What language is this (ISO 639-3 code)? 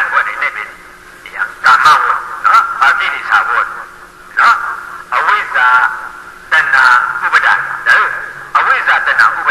shn